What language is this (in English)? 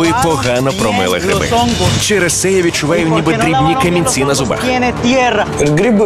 Ukrainian